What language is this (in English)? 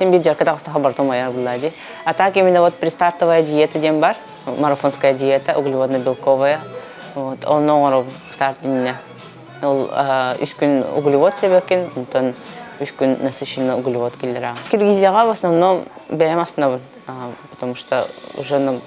Yakut